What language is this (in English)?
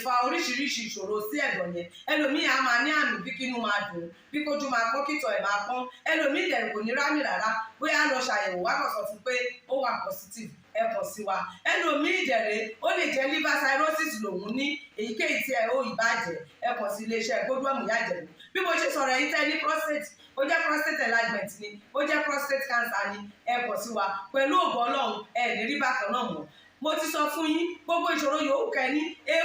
Yoruba